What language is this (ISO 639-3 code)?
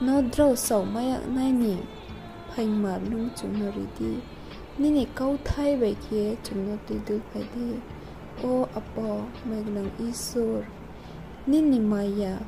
ria